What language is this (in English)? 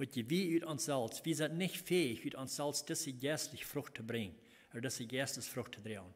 Plautdietsch